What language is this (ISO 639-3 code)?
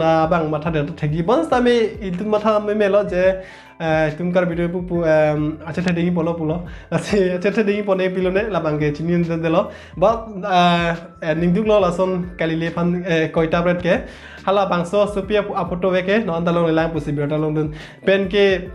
mjw